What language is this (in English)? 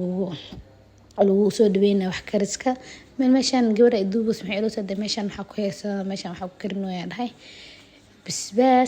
Somali